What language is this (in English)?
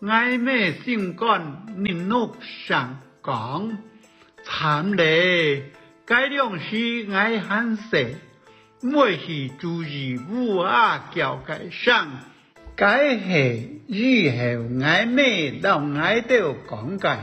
Hakka Chinese